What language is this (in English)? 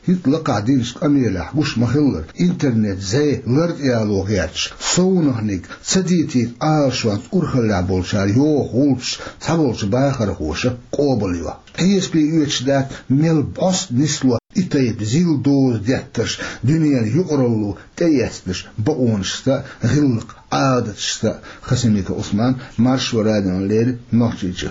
Chechen